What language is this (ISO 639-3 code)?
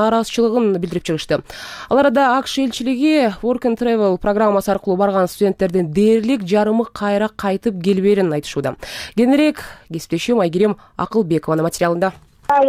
kir